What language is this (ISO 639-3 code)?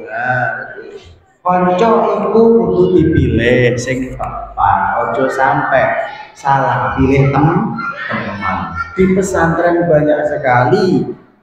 jav